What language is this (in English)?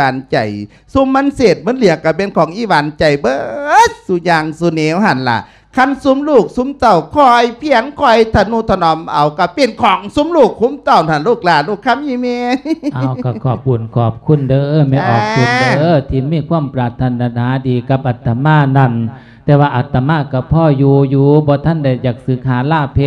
Lao